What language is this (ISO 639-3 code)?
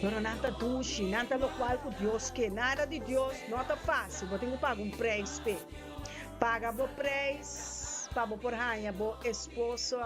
pap